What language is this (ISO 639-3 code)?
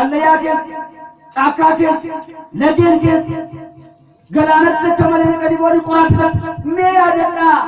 orm